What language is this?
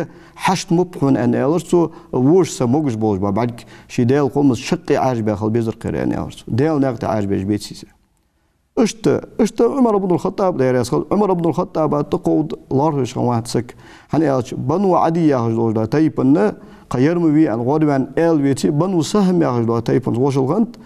Ingush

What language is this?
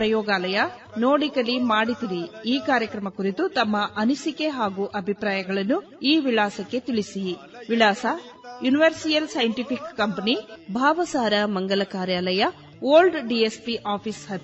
Kannada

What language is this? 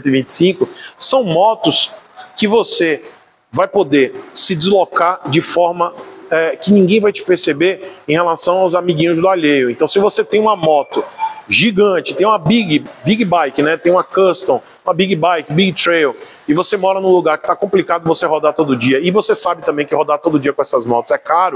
Portuguese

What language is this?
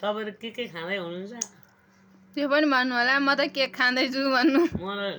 Nepali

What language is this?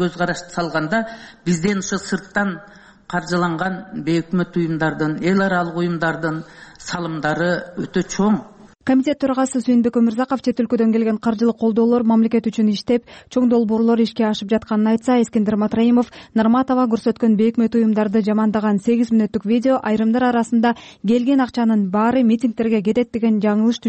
Kyrgyz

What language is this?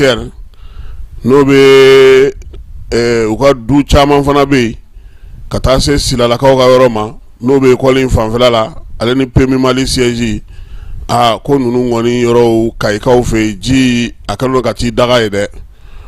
Bambara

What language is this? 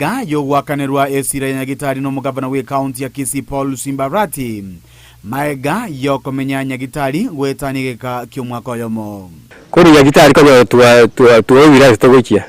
Gusii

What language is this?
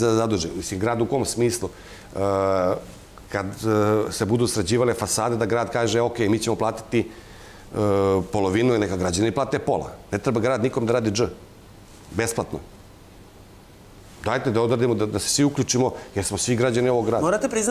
Serbian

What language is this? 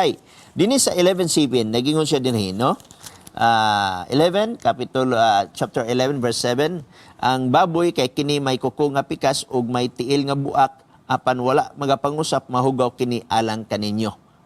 Cebuano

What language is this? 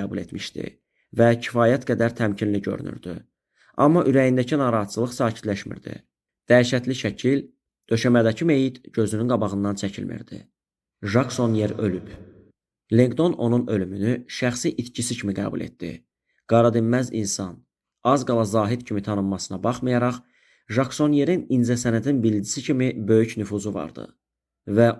Azerbaijani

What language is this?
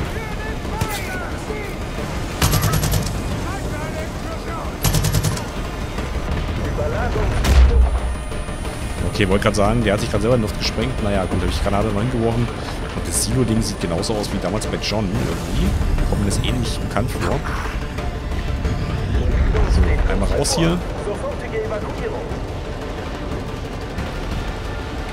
German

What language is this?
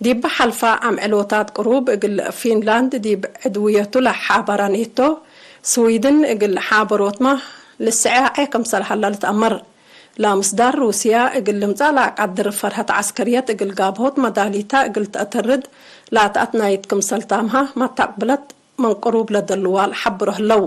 Tigre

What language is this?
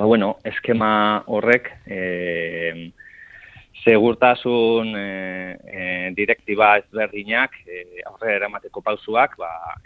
Basque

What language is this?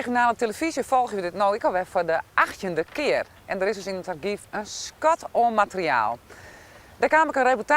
Western Frisian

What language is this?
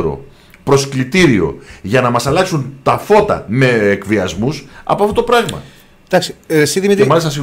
Greek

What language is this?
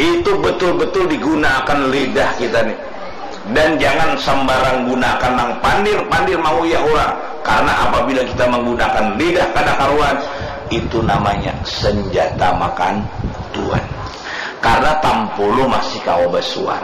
Banjar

